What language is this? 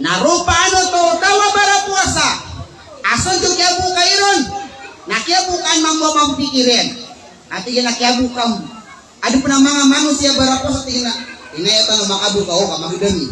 Maranao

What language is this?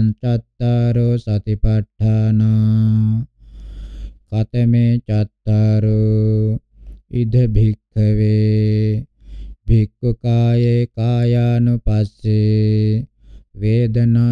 Pali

